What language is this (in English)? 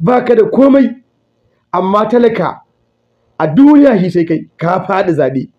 Hausa